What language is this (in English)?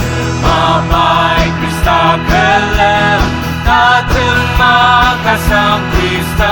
Ao Naga